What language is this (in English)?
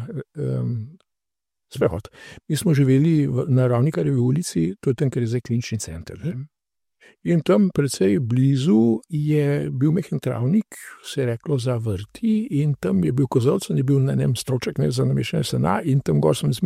Slovenian